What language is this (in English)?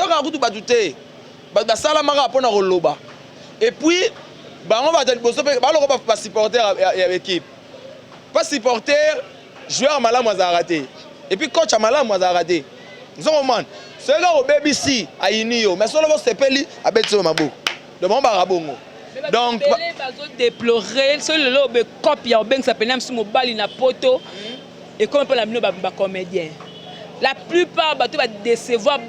Lingala